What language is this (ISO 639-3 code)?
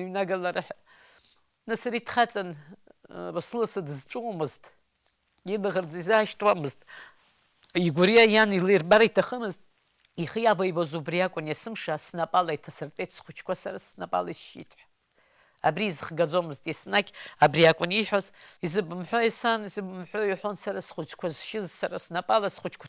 abk